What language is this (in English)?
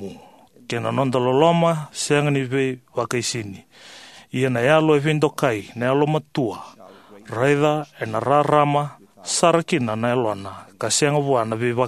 Fijian